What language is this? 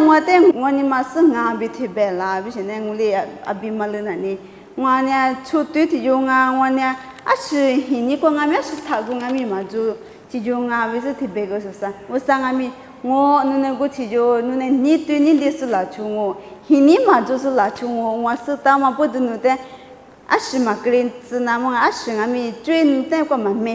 Lisu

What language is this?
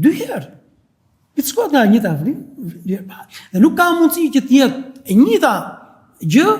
Albanian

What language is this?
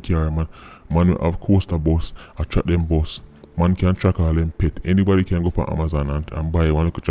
Jamaican Creole English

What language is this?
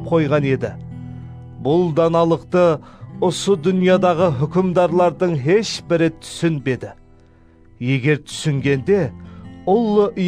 Kara-Kalpak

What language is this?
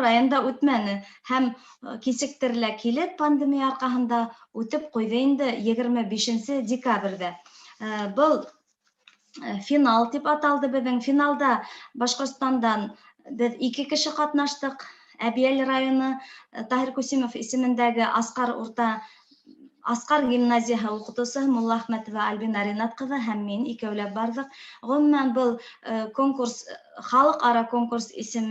Bashkir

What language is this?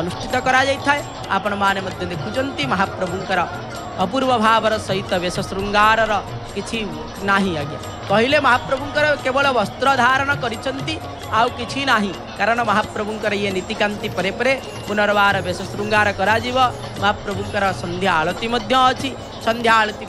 Odia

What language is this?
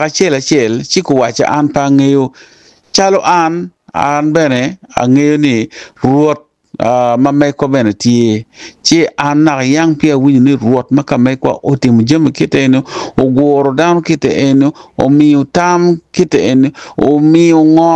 Acoli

